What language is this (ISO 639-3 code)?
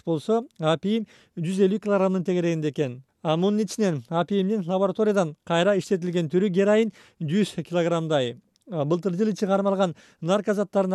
kir